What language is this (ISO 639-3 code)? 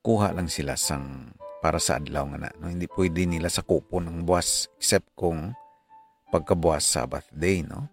hil